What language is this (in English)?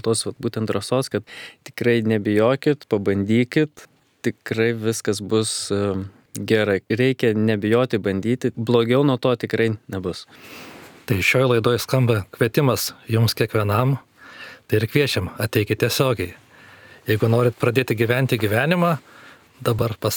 Lithuanian